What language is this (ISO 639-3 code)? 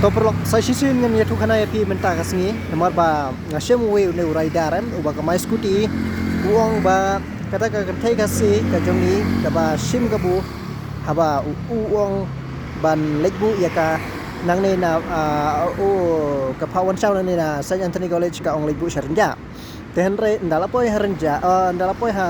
kha